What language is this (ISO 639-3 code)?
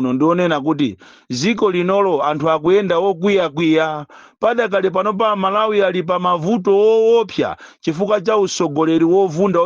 nya